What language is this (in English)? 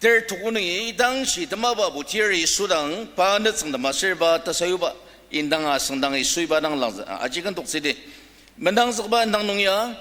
Ao Naga